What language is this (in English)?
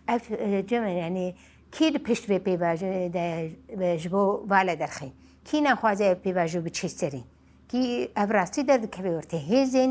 Kurdish